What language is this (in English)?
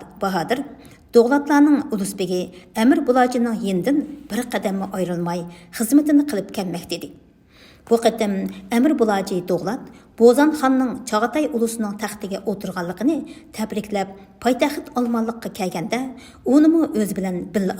Uyghur